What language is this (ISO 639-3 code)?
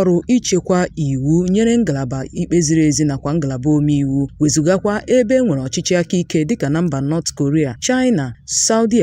ibo